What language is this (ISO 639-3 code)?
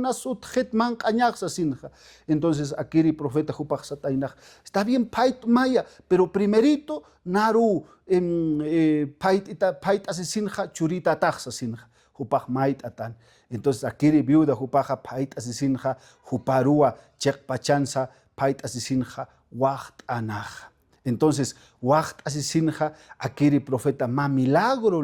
aym